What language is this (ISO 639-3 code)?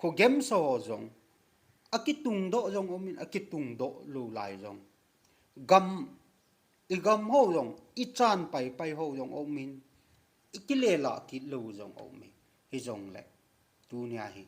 tcz